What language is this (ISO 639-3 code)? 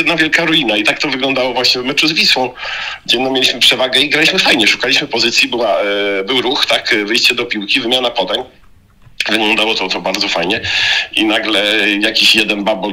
pol